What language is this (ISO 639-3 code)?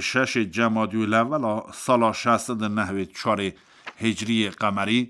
kur